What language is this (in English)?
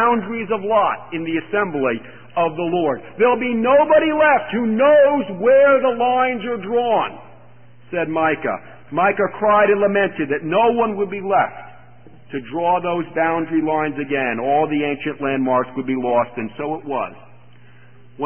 English